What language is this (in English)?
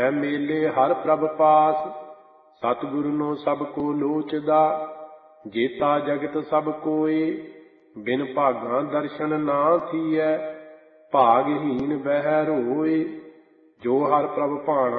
Punjabi